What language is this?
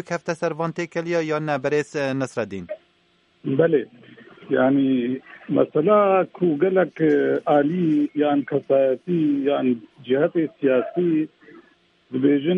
Kurdish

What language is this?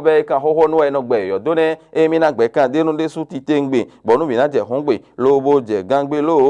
Fon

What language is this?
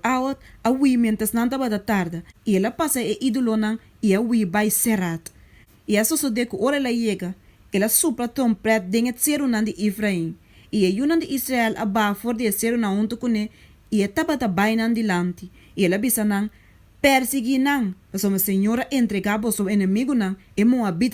Papiamento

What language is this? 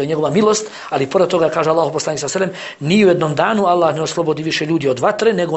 Bosnian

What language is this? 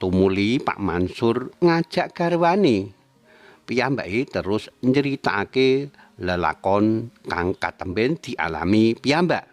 Javanese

